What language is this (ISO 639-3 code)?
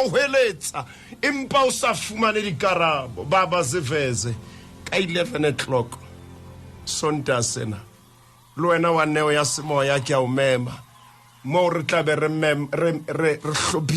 sot